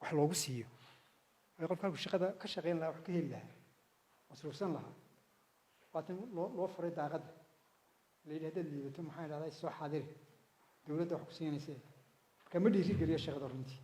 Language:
Somali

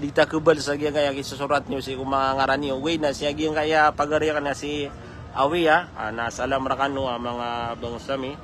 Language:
Maranao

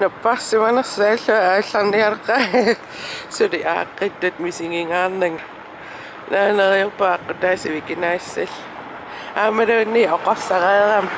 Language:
Kalaallisut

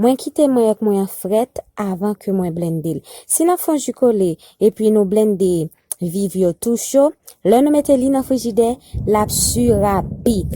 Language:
Haitian Creole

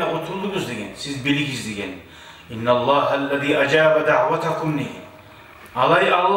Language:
Kumyk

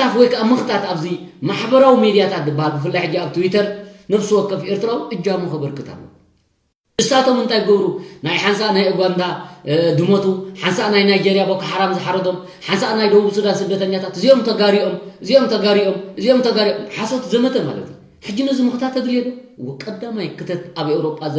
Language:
Tigrinya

